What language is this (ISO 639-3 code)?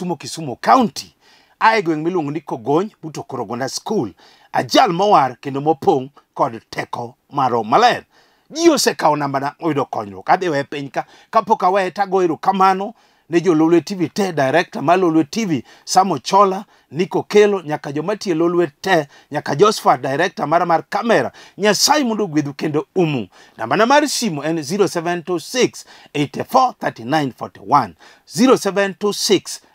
luo